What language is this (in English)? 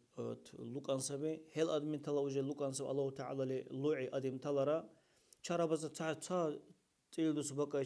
Dargwa